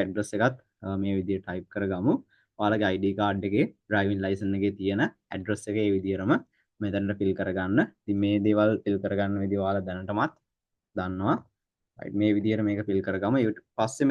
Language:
Sinhala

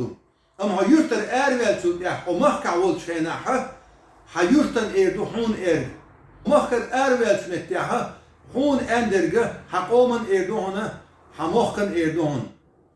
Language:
Chechen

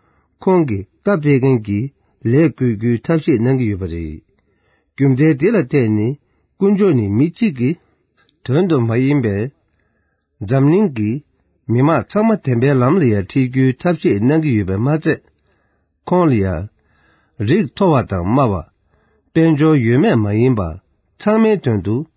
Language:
Tibetan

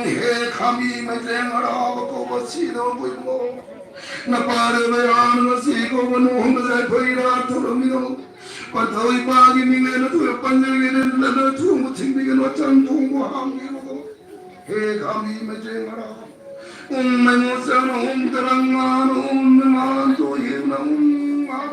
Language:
Manipuri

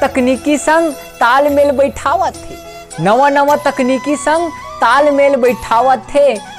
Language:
Chhattisgarhi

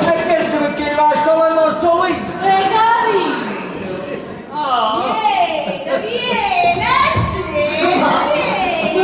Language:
Neapolitan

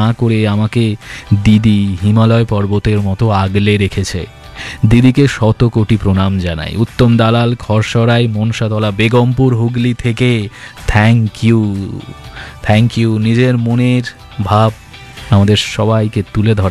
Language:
Bangla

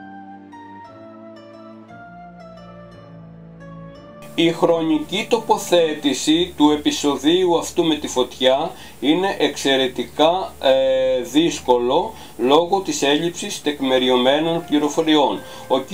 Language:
Greek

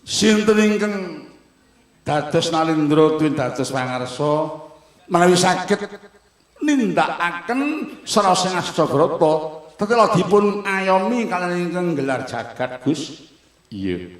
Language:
Javanese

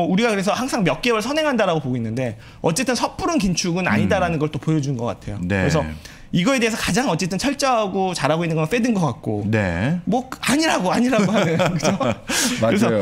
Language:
Korean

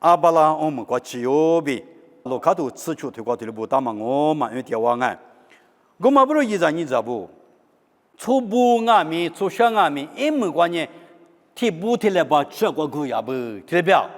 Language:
Lisu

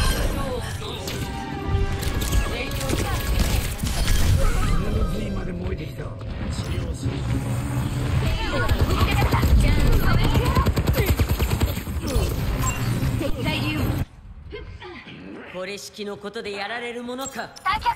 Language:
Japanese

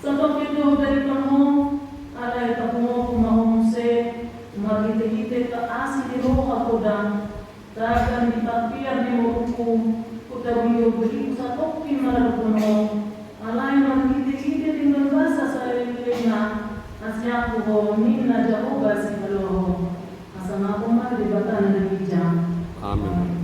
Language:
Batak Toba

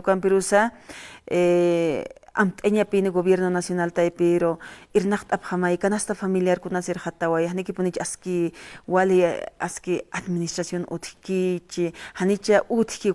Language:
Aymara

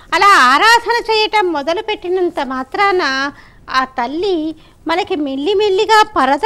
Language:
Telugu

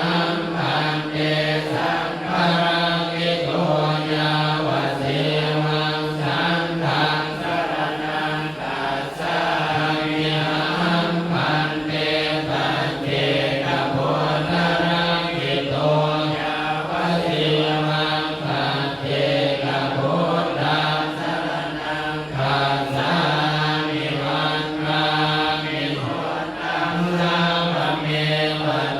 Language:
Pali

